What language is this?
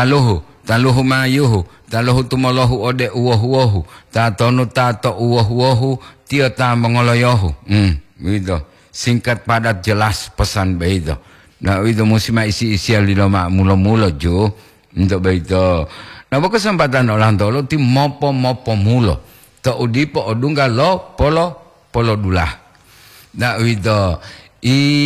Gorontalo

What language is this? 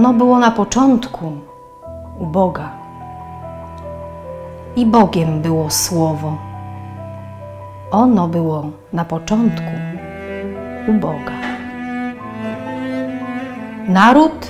Polish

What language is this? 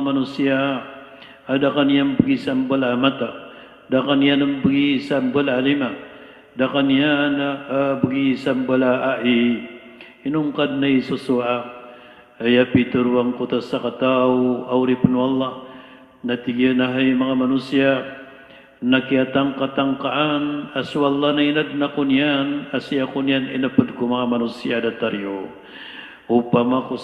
Maranao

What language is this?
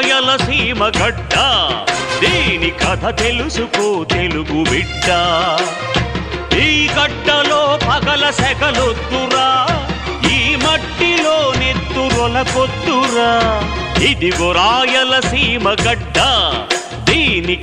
Telugu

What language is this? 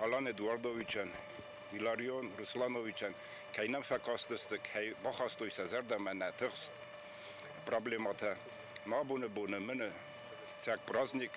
Ossetic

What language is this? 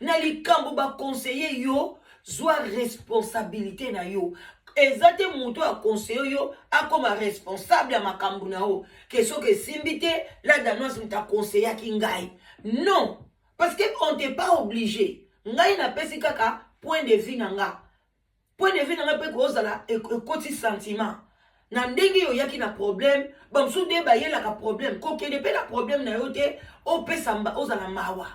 Lingala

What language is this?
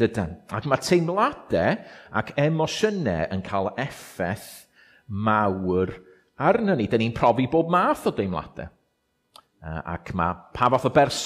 Welsh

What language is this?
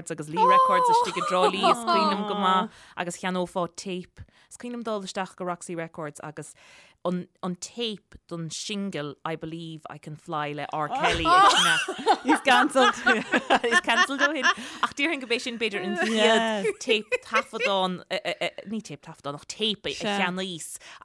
Irish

